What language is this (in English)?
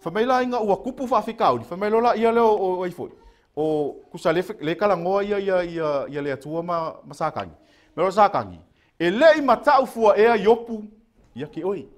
Samoan